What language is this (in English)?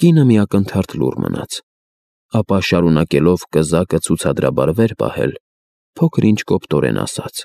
Armenian